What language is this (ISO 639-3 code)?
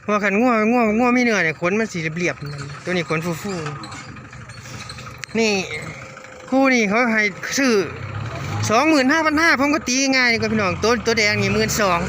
tts